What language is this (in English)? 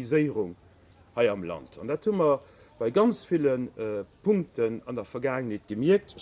Luxembourgish